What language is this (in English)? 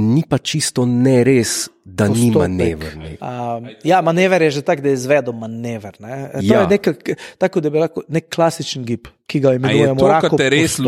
Slovenian